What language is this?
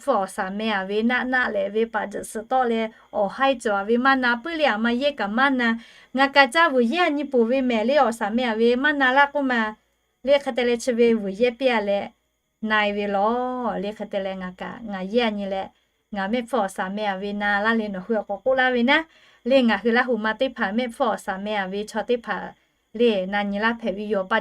Lahu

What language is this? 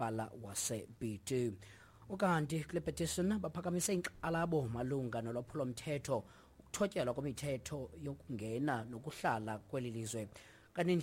Xhosa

